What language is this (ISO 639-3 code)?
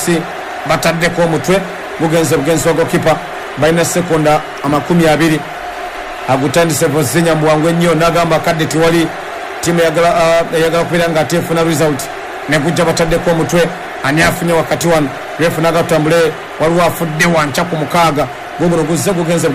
lug